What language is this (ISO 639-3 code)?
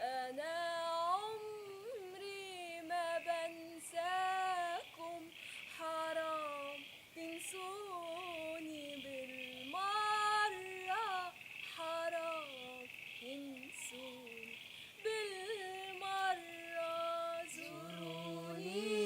arz